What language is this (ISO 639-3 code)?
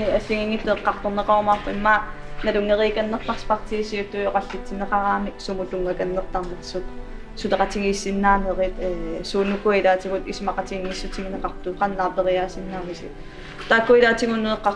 kal